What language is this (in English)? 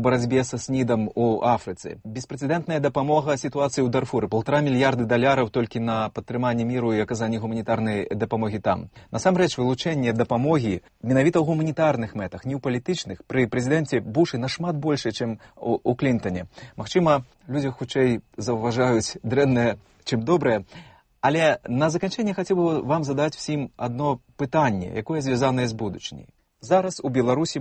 Belarusian